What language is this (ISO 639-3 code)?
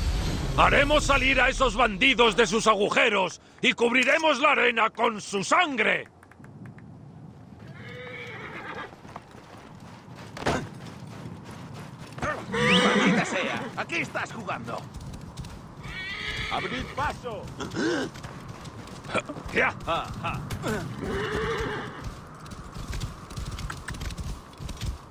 spa